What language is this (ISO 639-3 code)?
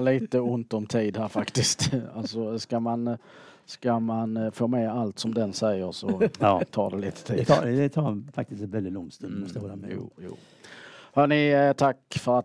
swe